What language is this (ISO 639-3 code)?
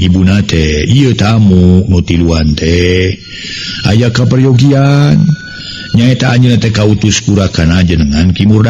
sun